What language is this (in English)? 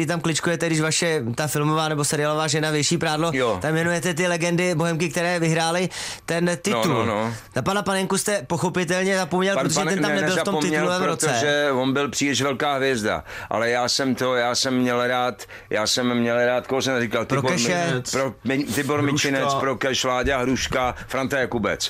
Czech